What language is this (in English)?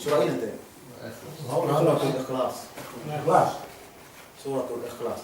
Yakan